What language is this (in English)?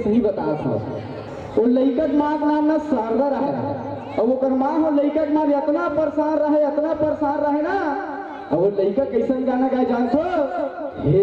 Chhattisgarhi